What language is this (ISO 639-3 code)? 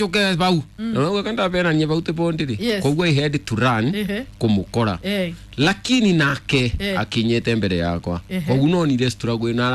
kik